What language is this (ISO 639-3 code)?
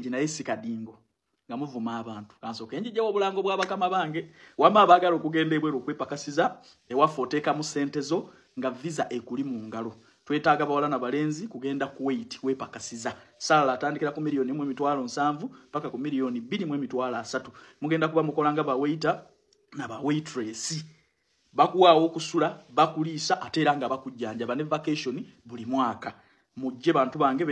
lug